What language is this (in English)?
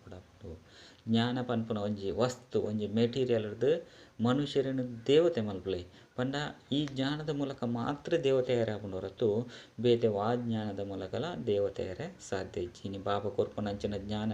Tulu